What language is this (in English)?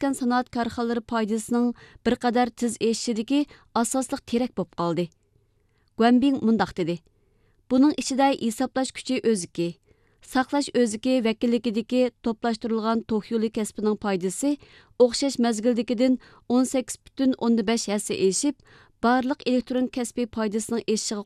Uyghur